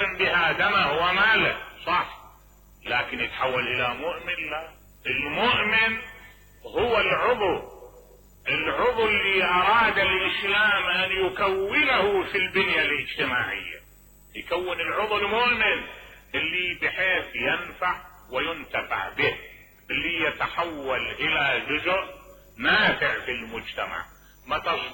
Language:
Mesopotamian Arabic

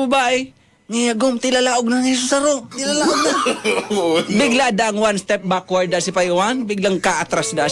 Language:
Bikol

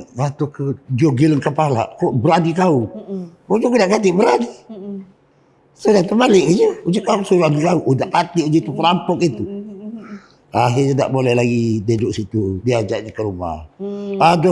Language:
Musi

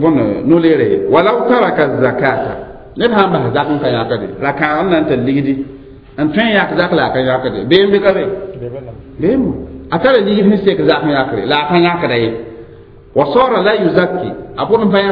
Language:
Mossi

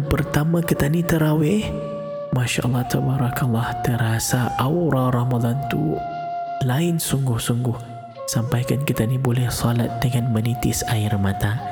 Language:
Malay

